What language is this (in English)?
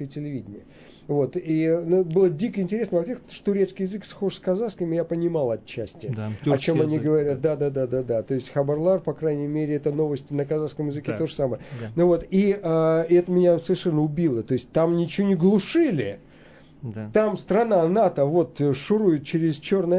Russian